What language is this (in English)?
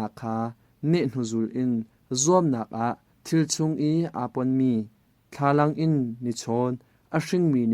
Hakha Chin